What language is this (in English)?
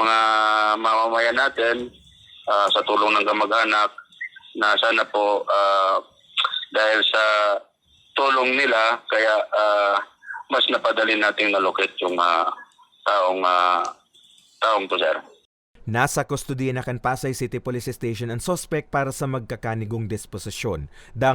Bikol